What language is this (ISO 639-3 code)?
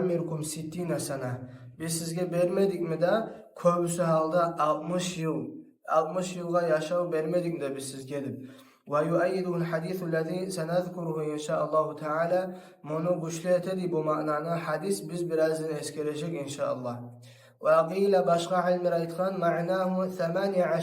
kum